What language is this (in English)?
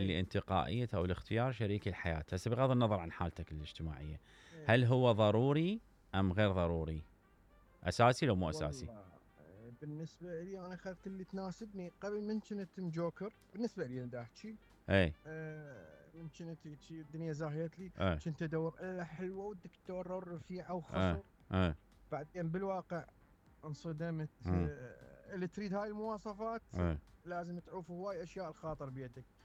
Mesopotamian Arabic